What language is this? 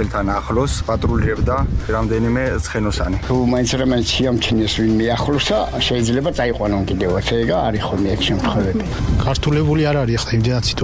Georgian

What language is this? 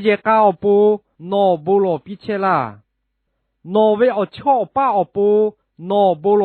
Lahu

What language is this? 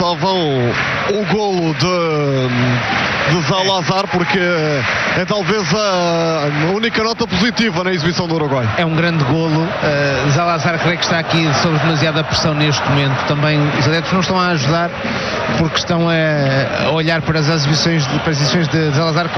Portuguese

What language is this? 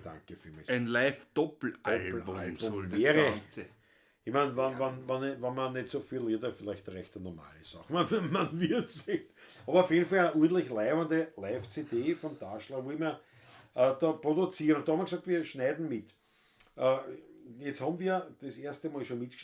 Bavarian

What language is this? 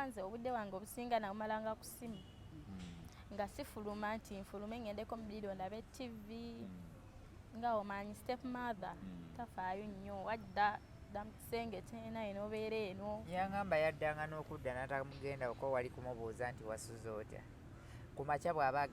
Ganda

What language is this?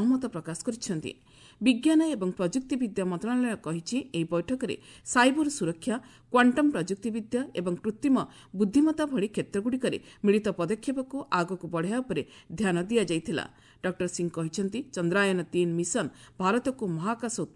Odia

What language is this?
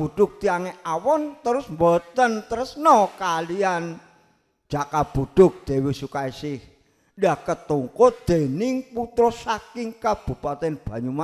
Javanese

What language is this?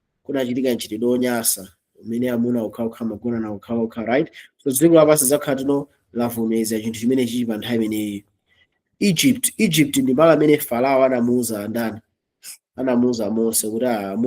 Nyanja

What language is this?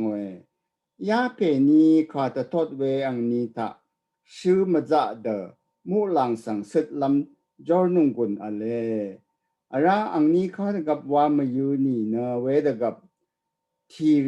Rawang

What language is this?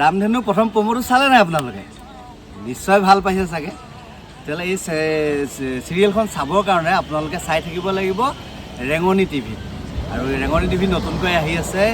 Assamese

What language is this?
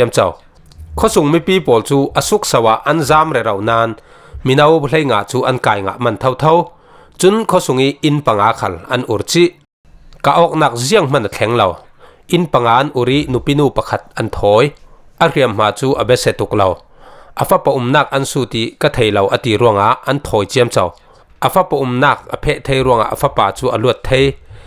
Falam Chin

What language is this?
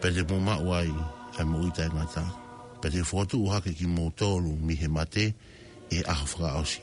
Tongan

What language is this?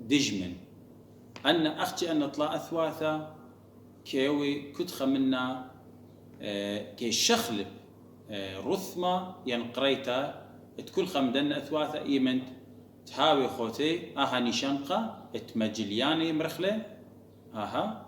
Assyrian Neo-Aramaic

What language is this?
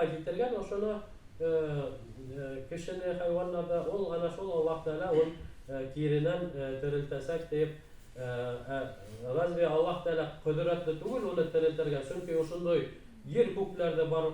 Bashkir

